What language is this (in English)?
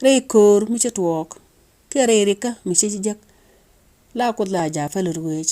Nuer